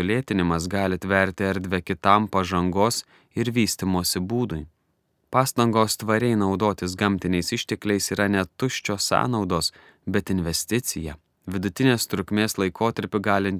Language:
Lithuanian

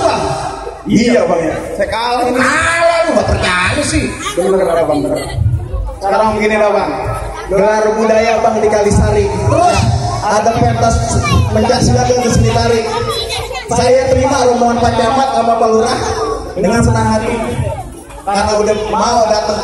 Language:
Betawi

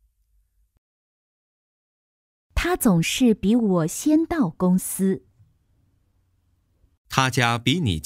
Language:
Chinese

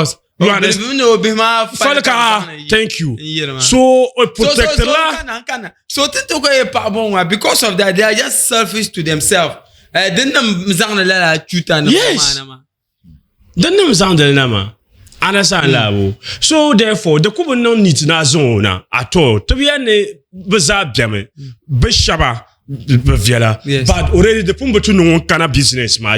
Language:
Dagbani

